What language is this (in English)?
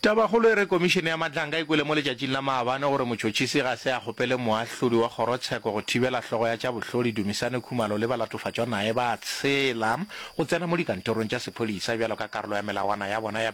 Northern Sotho